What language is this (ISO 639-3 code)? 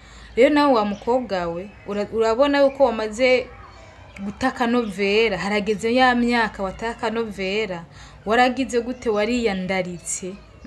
run